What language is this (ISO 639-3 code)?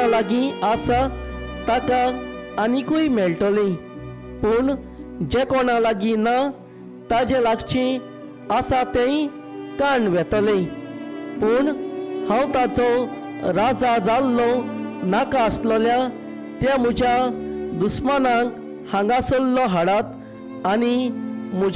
kok